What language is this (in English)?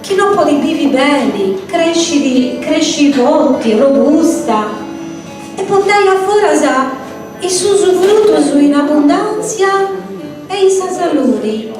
Sardinian